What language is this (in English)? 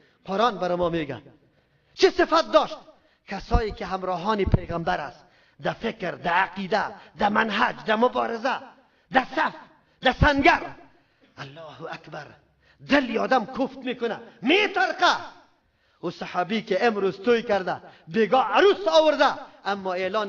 Persian